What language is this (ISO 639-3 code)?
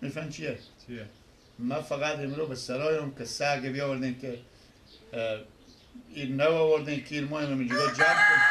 fas